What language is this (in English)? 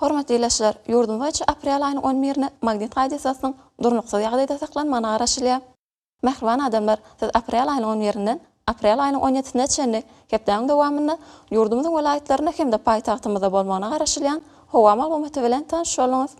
Turkmen